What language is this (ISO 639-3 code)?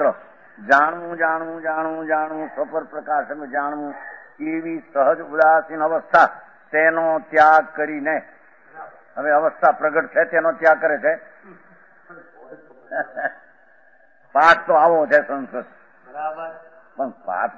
guj